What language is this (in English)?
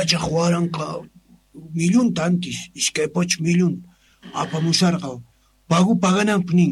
Quechua